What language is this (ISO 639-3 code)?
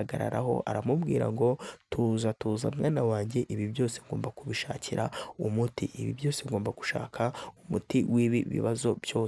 kin